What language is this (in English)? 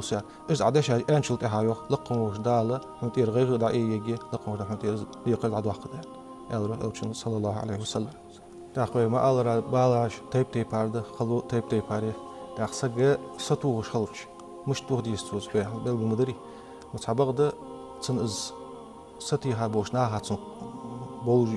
Ingush